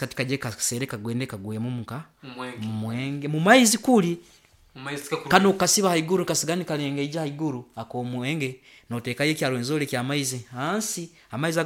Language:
Nyoro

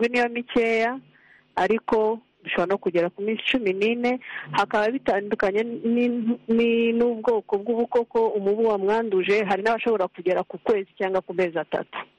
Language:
Kinyarwanda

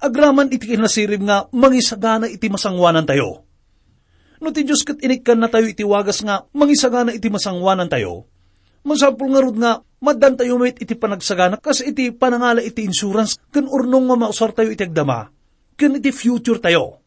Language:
Iloko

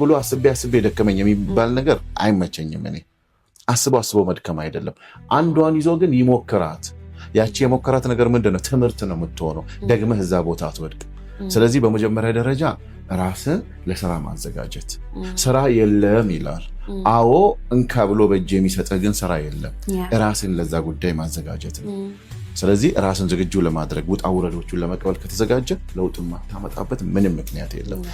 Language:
Amharic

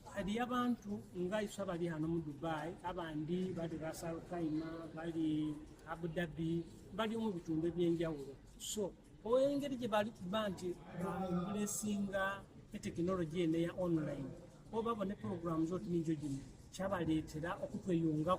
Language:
Soga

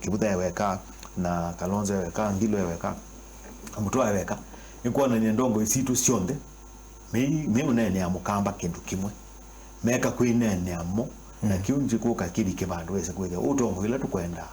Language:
Kamba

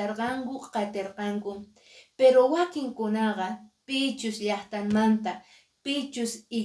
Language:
Quechua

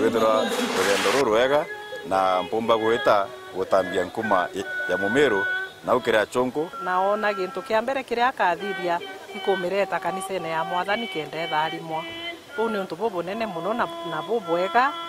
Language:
Meru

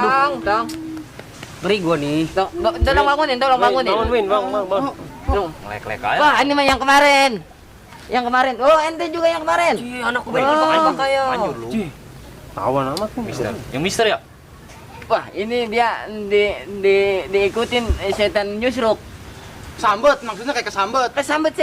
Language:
Betawi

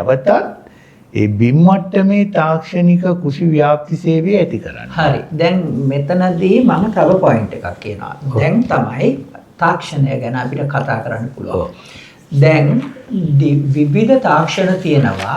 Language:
Sinhala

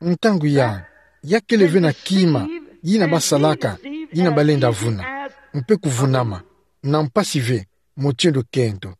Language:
Kituba (Democratic Republic of Congo)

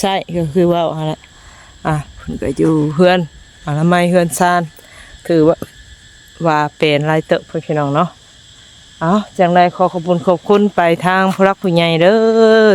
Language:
Northeastern Thai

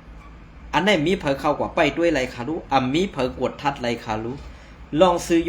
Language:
Shan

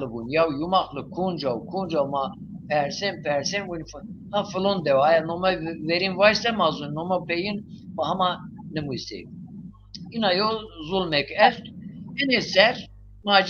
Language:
Zaza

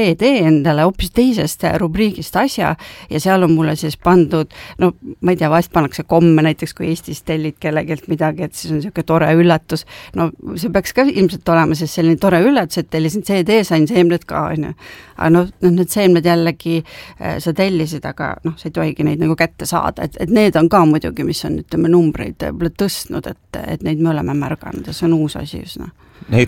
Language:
Estonian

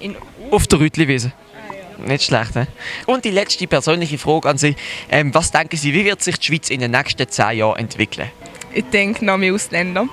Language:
Swiss German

